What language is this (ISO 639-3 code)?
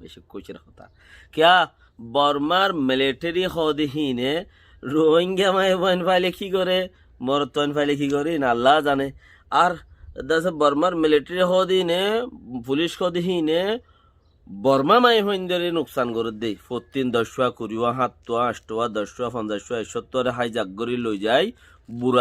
rhg